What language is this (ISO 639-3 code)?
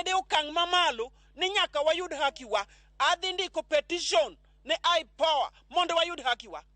luo